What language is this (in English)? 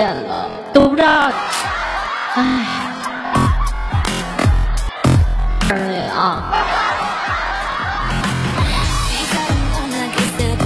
Chinese